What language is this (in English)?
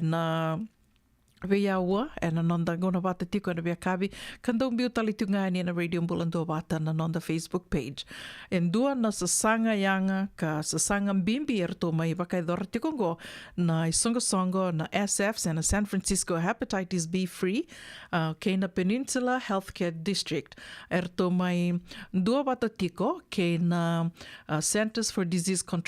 Fijian